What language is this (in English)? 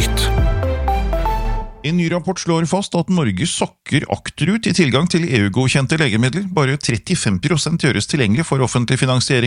Norwegian